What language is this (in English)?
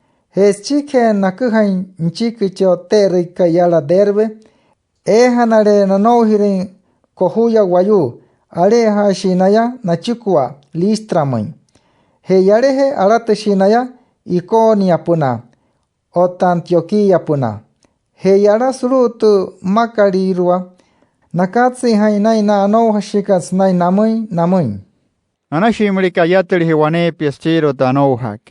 Wayuu